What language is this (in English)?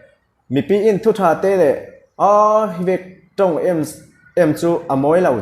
Falam Chin